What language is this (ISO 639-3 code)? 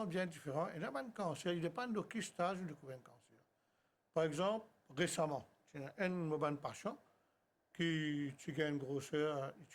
mfe